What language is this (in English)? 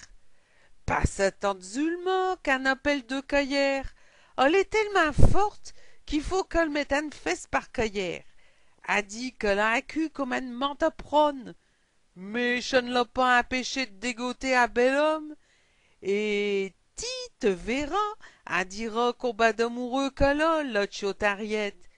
Picard